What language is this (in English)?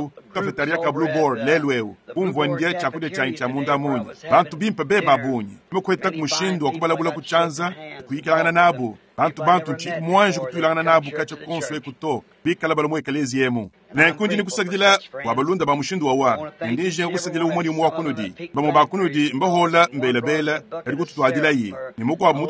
Luba-Lulua